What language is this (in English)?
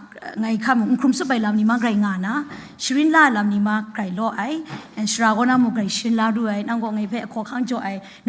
Kachin